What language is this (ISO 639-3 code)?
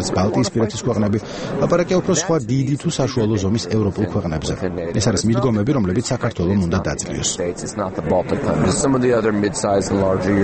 kat